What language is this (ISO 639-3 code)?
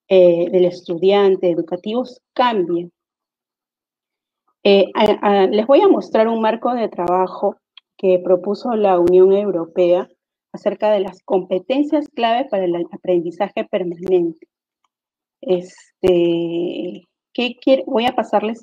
spa